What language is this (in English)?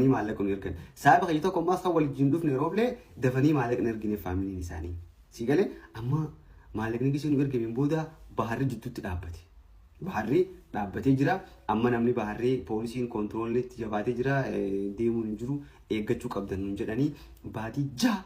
Oromo